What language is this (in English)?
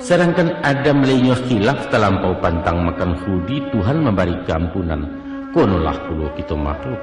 Minangkabau